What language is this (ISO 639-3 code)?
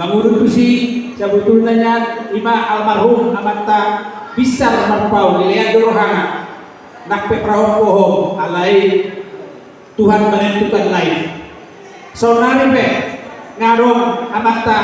bbc